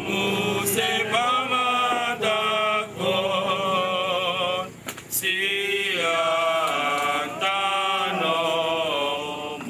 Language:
Batak Toba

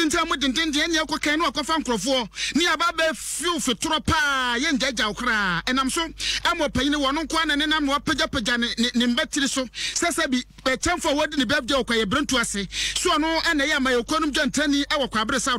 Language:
Akan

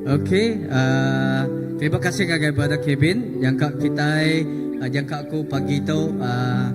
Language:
Iban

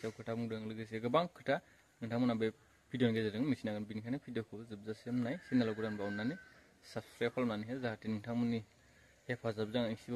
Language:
Bodo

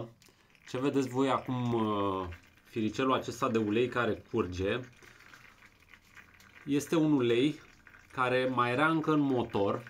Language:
Romanian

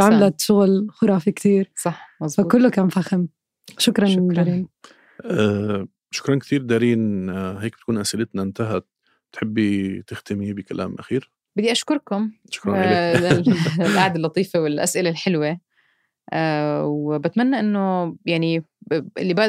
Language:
North Levantine Arabic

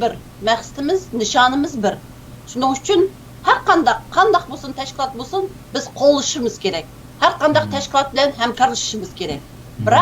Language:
Uyghur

